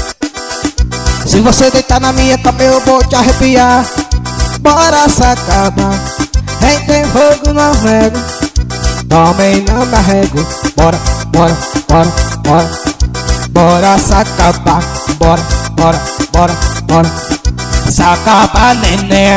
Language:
Portuguese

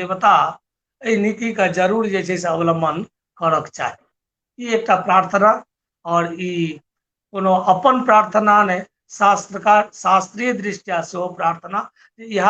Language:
Maithili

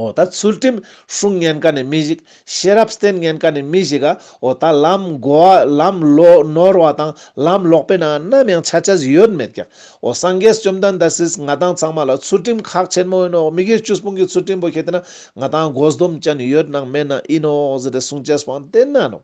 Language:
Ladakhi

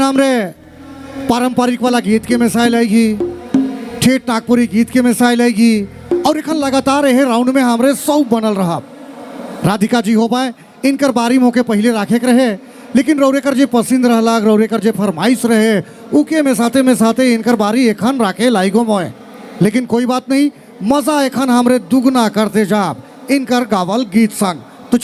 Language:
Sadri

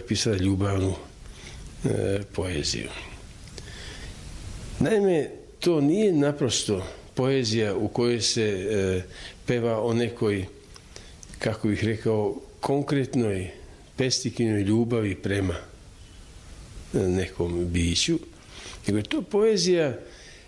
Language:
Serbian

